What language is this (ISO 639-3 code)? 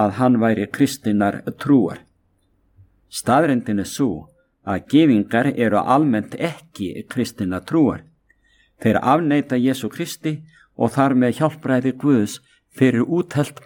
isl